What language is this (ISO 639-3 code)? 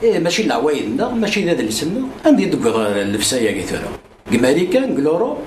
kab